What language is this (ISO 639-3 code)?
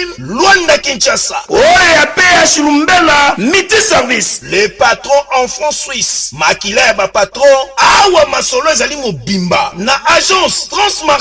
lin